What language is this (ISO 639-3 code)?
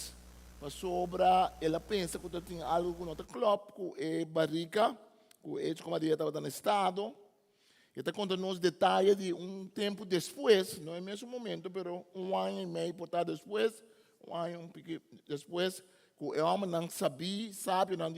pap